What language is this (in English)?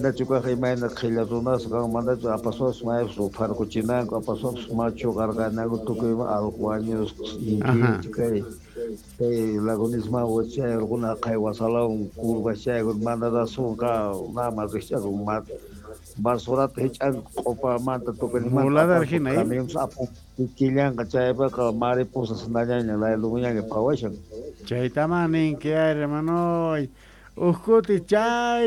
South Bolivian Quechua